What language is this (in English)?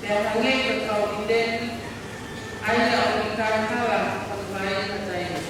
Tongan